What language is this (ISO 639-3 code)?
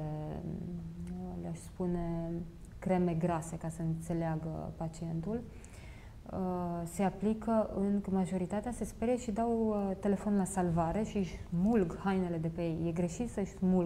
ron